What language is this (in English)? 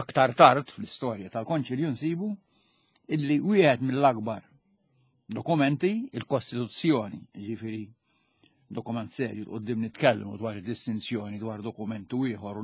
Maltese